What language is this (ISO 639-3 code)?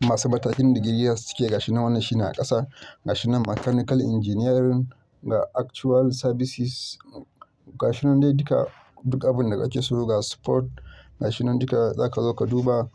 hau